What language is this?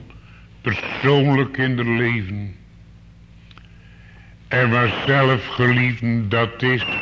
Dutch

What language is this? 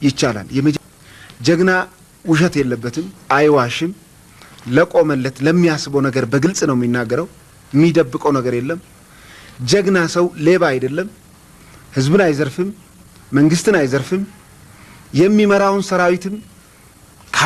Amharic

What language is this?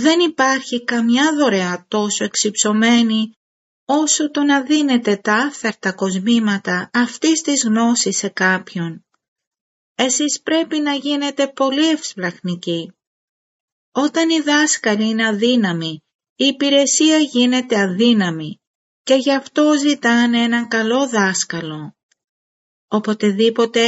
Greek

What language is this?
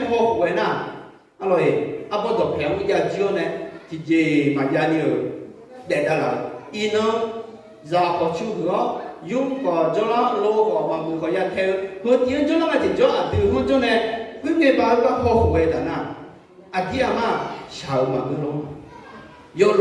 Akha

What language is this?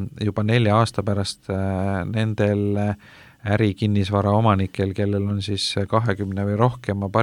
Estonian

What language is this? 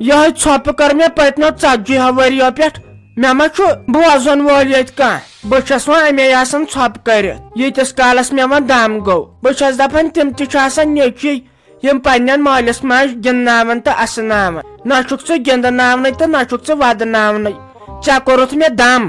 Kashmiri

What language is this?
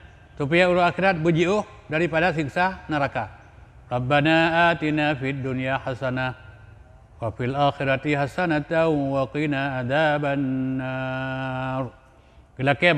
Achinese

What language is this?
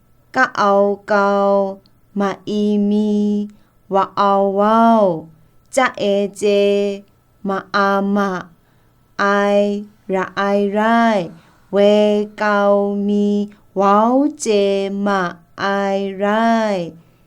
Kachin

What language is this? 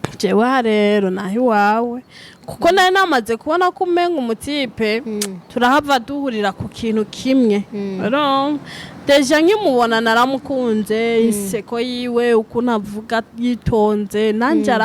Rundi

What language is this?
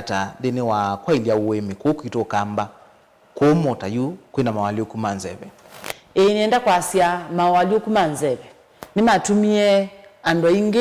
Kamba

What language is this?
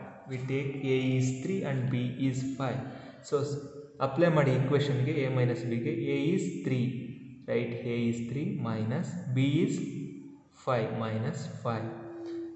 Kannada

